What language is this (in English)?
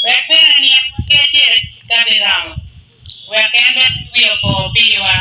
Acoli